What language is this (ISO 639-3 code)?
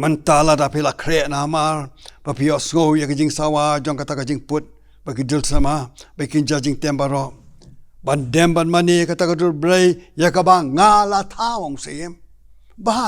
kha